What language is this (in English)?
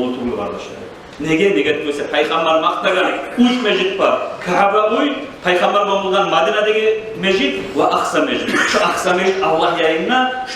Kumyk